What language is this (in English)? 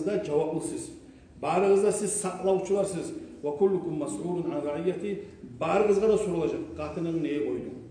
Kumyk